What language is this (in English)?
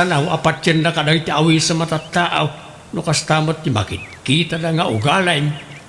Iloko